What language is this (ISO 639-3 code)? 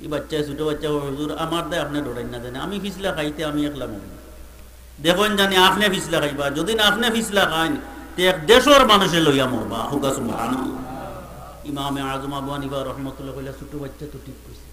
syl